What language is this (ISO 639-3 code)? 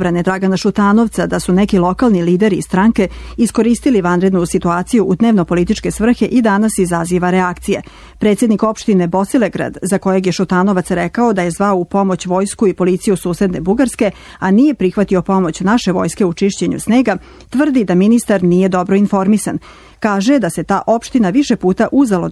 srp